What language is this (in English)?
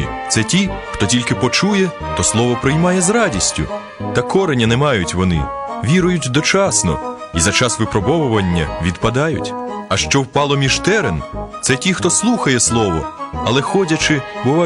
Ukrainian